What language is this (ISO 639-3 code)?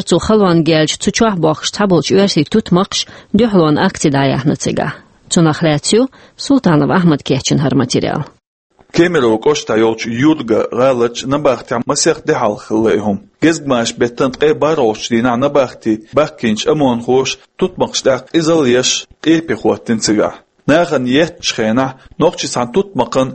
che